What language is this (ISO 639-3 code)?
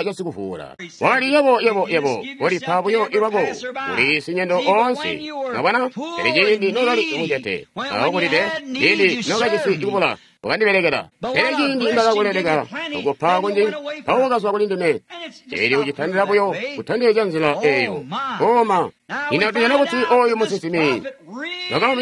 toi